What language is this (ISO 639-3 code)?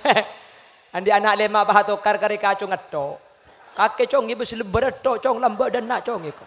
mad